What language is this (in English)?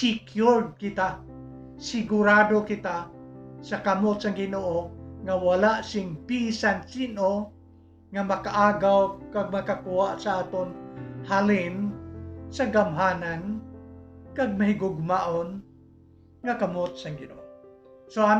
Hiligaynon